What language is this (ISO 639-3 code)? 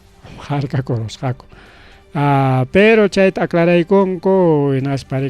quy